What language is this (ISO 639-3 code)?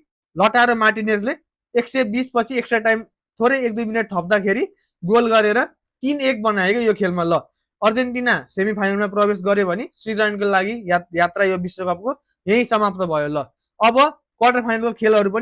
nep